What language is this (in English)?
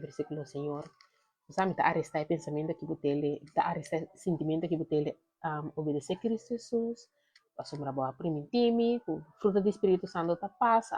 Papiamento